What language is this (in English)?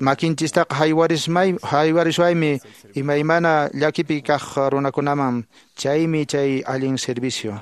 Quechua